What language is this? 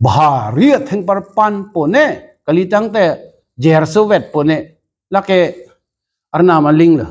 Karbi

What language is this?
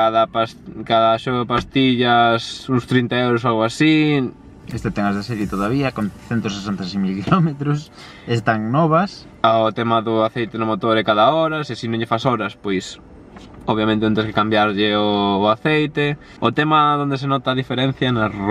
Galician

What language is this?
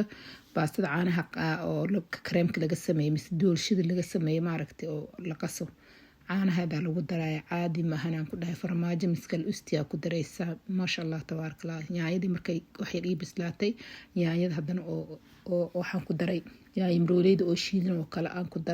Somali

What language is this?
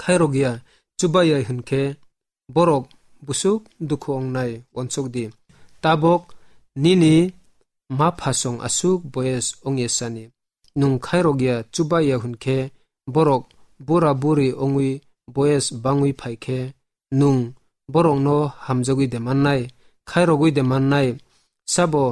Kok Borok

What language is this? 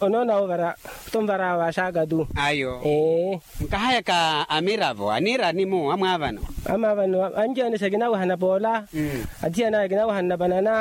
Makhuwa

